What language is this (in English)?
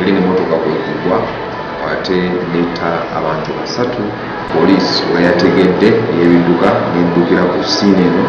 Ganda